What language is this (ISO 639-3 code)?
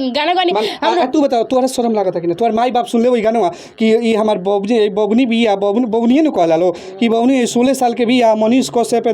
bho